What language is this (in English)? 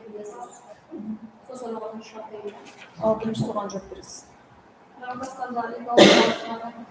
Kara-Kalpak